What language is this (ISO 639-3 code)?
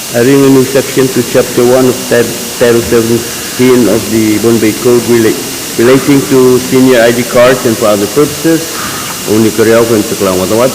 pon